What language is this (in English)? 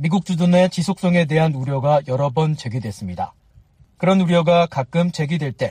Korean